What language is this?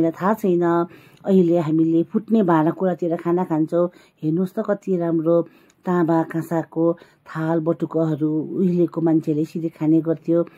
Nepali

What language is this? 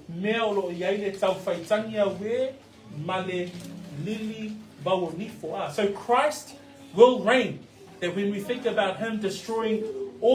Samoan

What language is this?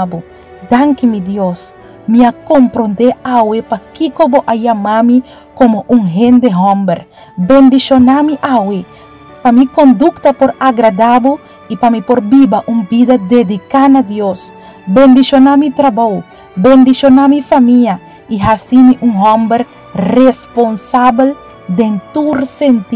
Papiamento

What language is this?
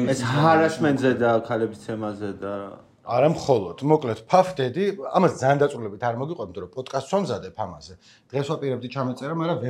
Georgian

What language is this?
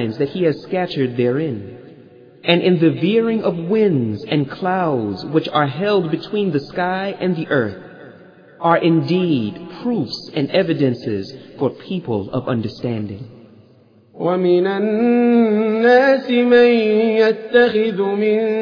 Arabic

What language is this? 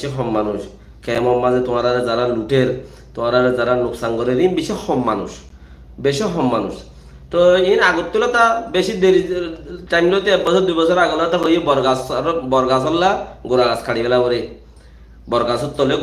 Rohingya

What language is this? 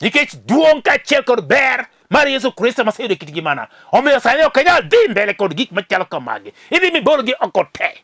Luo (Kenya and Tanzania)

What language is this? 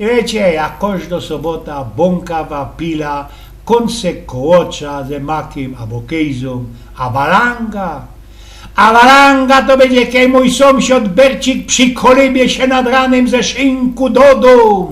Silesian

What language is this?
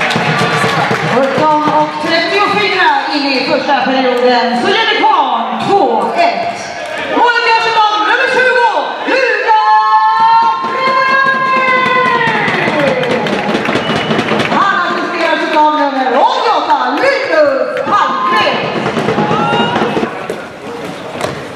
Swedish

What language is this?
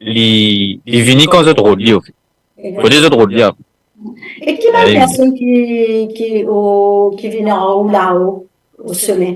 Morisyen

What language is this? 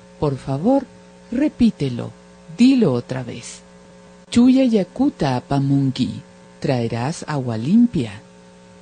Imbabura Highland Quichua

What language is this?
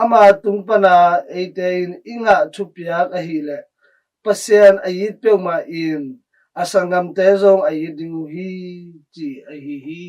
Tedim Chin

